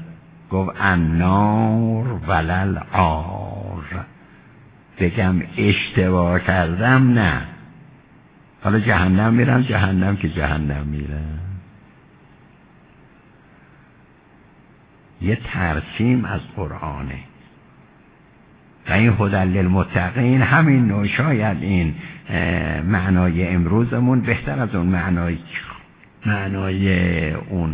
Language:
Persian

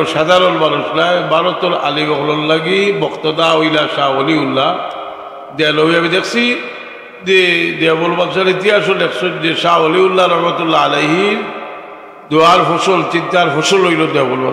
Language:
Sylheti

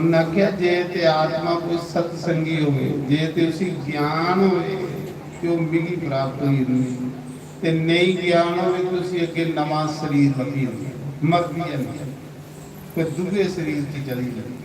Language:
Dogri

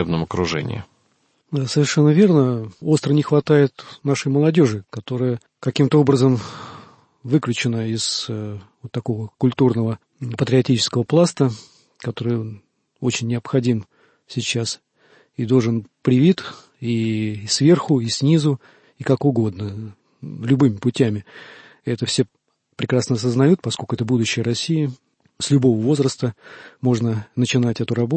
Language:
Russian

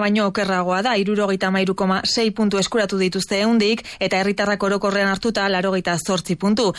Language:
Basque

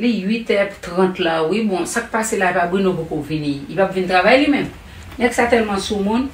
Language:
Haitian Creole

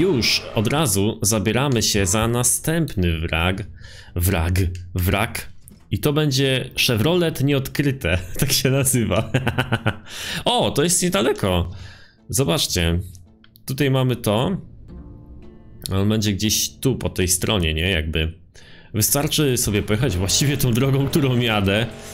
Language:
Polish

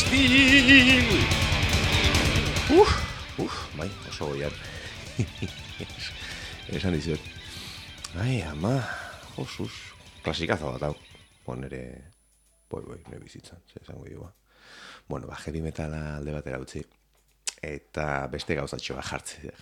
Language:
Basque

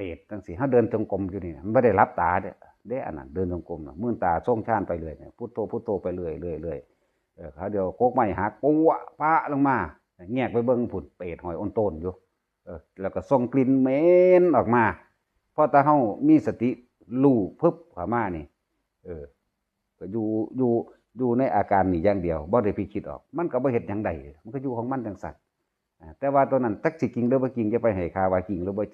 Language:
Northeastern Thai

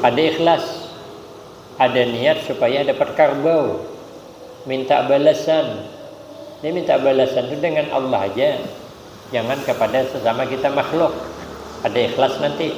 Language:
Banjar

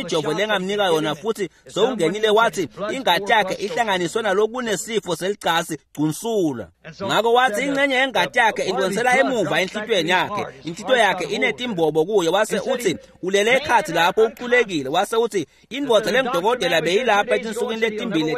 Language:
Swati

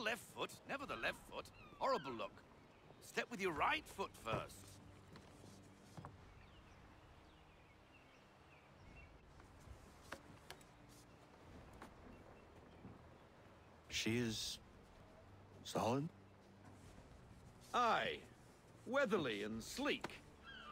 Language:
English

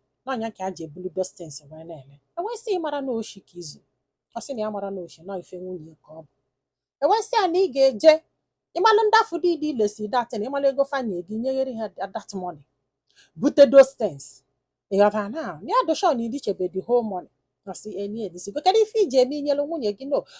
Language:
Igbo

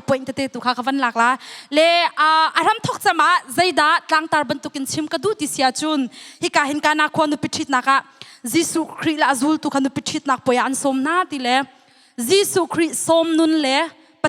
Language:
Hakha Chin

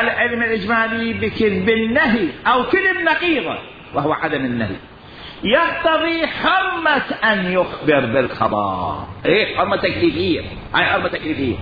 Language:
Mesopotamian Arabic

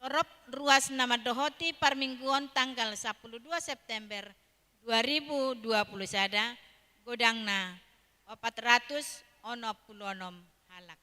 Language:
Batak Toba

